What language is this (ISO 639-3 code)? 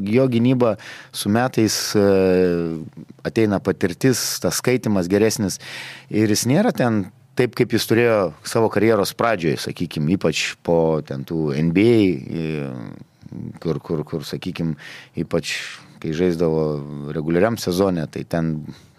lit